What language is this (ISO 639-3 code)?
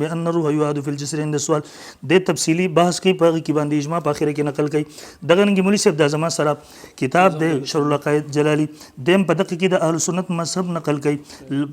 pus